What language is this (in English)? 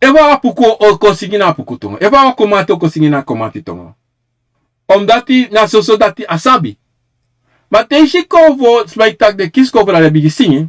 Sranan Tongo